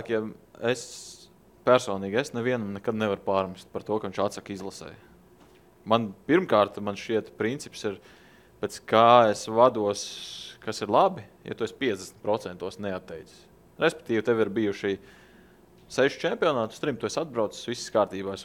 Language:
Latvian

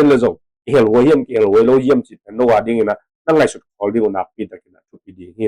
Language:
Tedim Chin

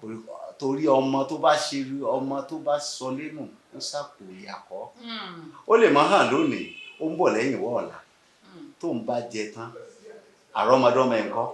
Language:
Yoruba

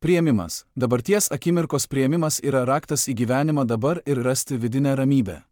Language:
Lithuanian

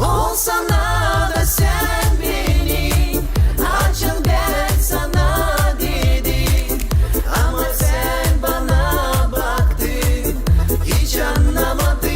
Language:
Gagauz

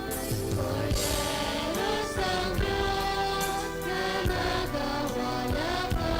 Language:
Hiligaynon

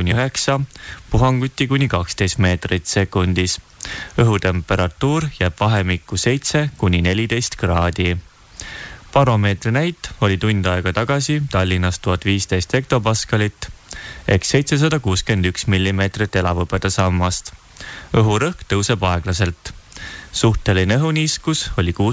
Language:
Estonian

